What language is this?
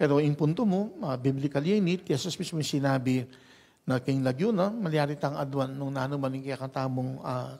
Pampanga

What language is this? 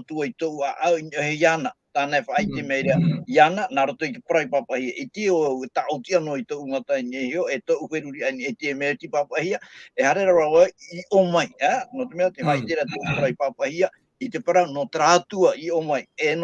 Tahitian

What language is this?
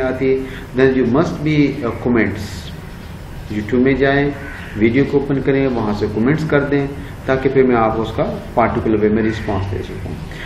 Hindi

